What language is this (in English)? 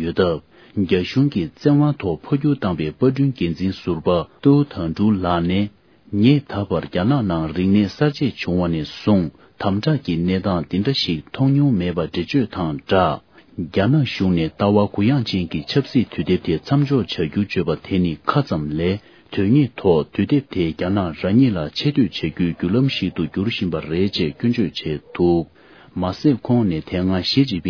Tibetan